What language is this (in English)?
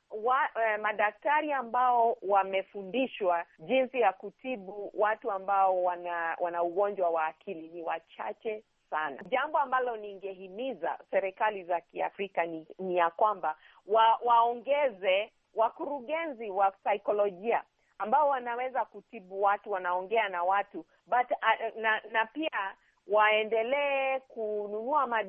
Swahili